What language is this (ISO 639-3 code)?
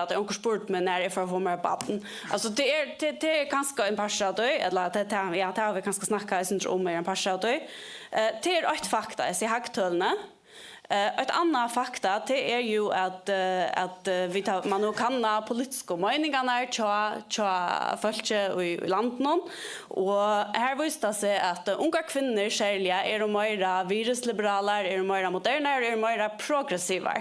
fao